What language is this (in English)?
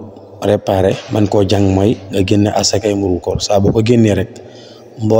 Wolof